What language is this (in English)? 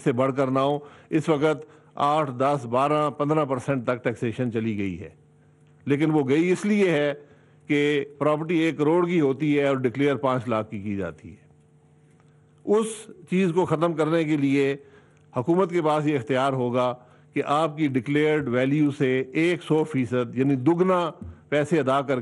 Urdu